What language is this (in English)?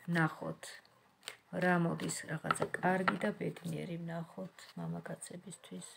Georgian